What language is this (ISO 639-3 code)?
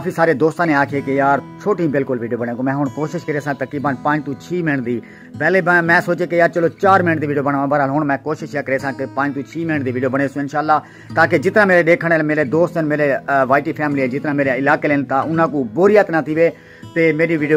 skr